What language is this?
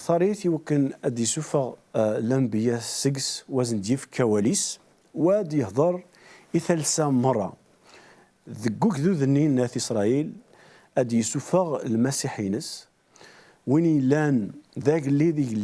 Kabyle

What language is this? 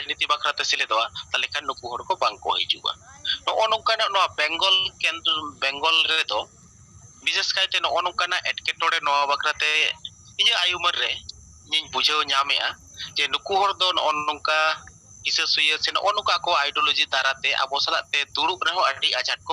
Santali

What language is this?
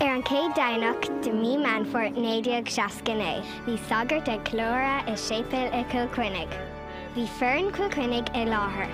Irish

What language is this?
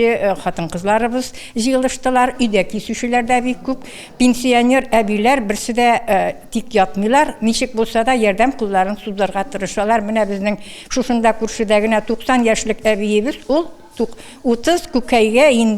Tatar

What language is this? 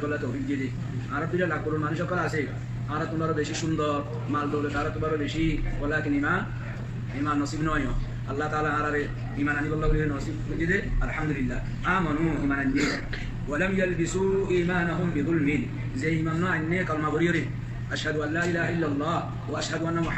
Rohingya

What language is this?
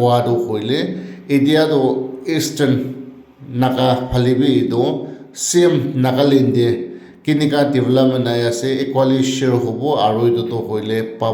Naga Pidgin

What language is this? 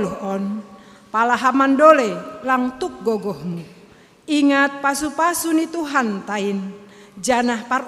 Batak Simalungun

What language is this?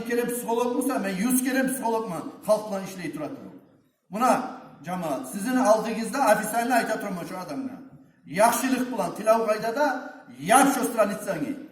Kumyk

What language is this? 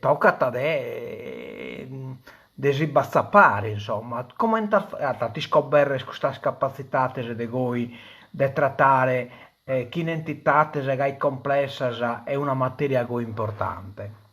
Sardinian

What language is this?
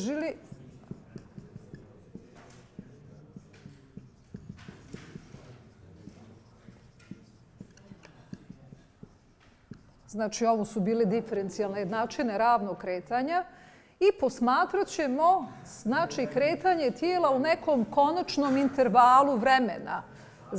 Bosnian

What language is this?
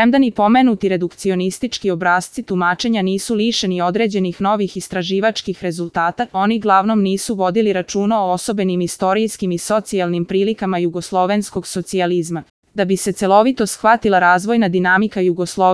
Serbian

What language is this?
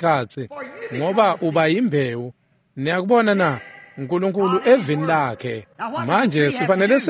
Swati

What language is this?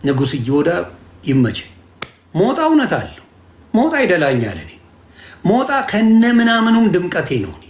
Amharic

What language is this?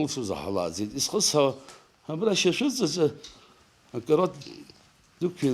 Abkhazian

